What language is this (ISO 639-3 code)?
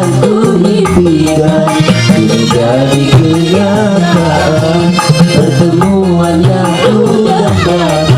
bew